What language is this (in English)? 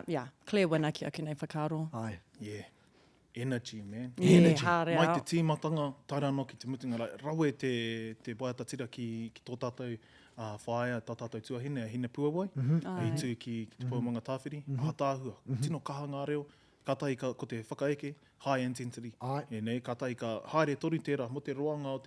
Māori